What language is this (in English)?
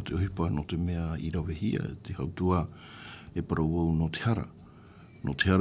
Tahitian